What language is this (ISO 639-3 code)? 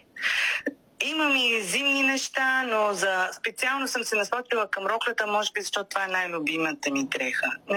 bul